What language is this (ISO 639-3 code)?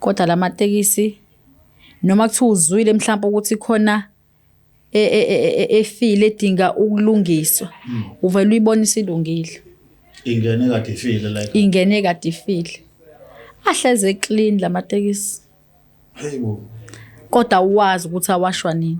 zul